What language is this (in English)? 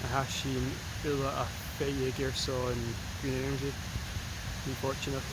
Scottish Gaelic